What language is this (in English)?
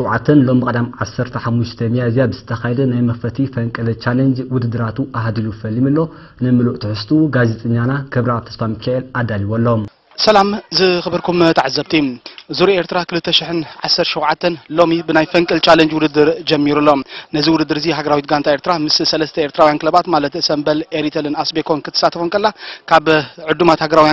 Tigrinya